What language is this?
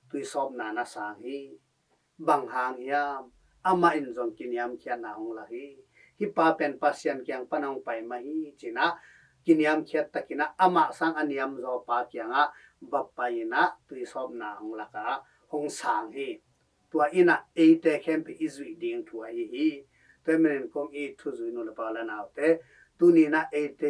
Tedim Chin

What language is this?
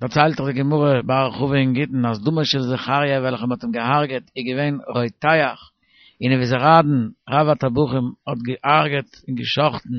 Yiddish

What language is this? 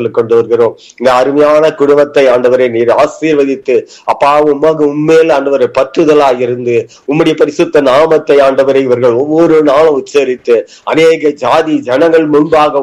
Tamil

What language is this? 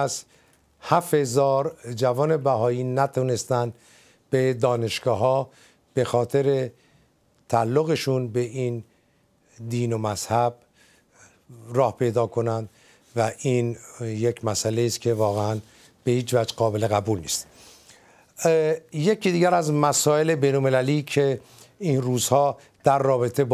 Persian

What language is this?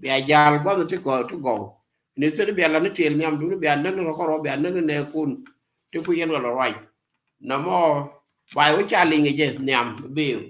Nuer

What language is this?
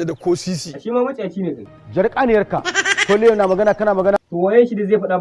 Hausa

